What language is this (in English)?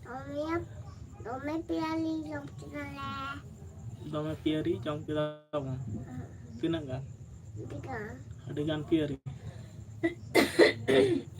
Santali